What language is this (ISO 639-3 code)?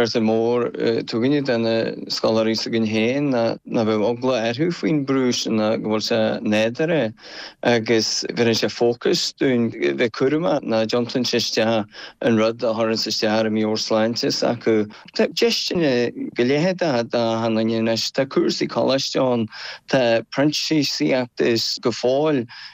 gle